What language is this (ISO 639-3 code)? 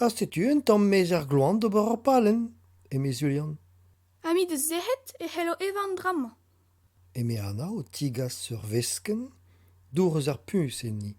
bre